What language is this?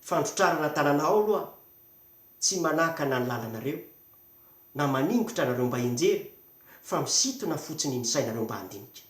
Malagasy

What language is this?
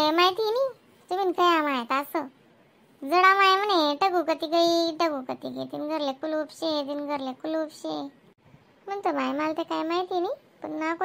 Khandesi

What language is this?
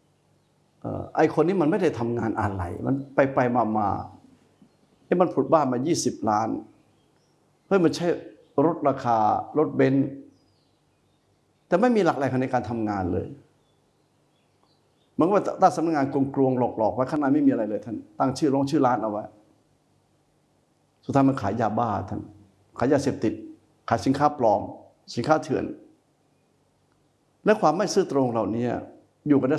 Thai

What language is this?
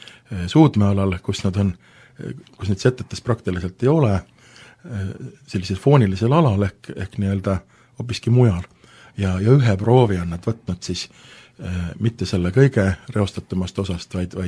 Estonian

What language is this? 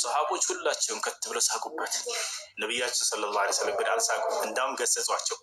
Amharic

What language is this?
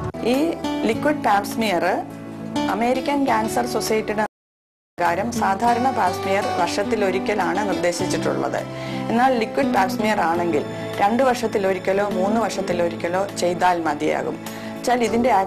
Malayalam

